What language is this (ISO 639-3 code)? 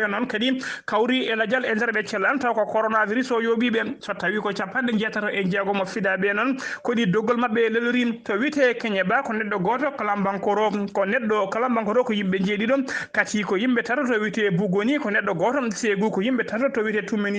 ful